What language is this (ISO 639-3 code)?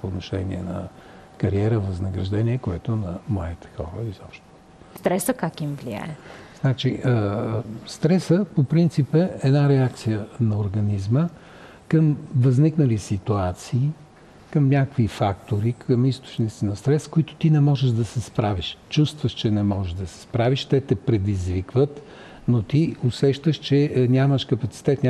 bul